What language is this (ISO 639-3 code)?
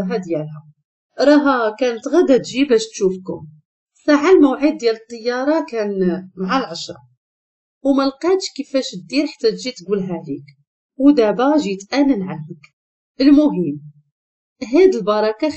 ary